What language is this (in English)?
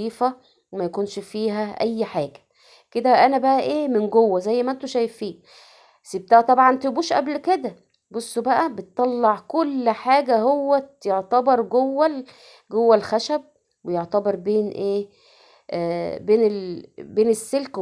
Egyptian Arabic